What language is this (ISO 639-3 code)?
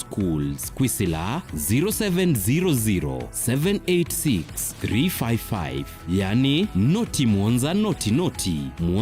kam